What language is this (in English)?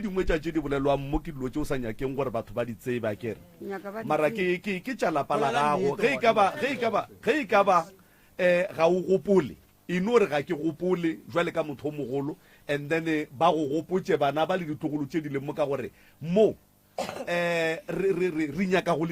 Northern Sotho